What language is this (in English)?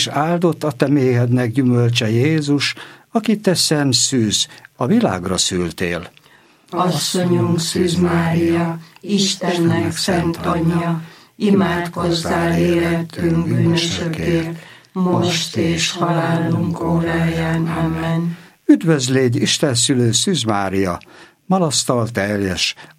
Hungarian